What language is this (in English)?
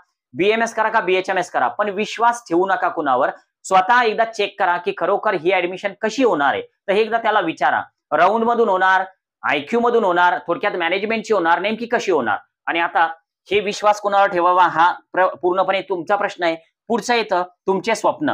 Marathi